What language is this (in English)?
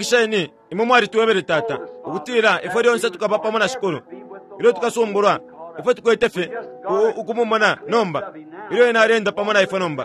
Bemba